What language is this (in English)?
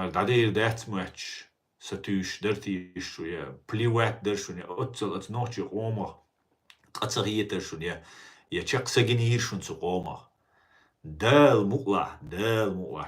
Chechen